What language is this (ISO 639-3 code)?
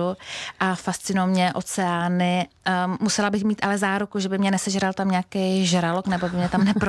ces